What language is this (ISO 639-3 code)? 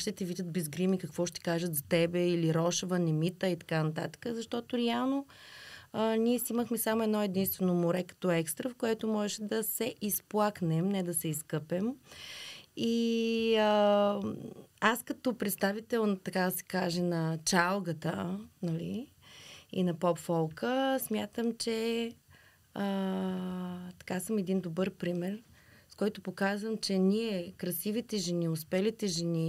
bul